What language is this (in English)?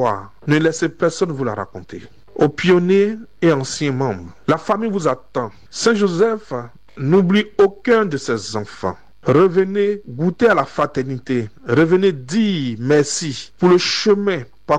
French